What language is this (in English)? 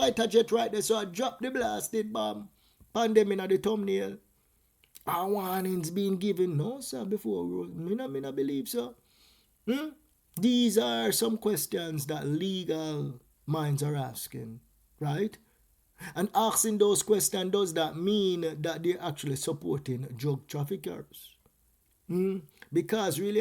Jamaican Creole English